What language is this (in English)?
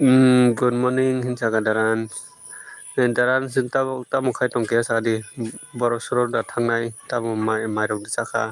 Kok Borok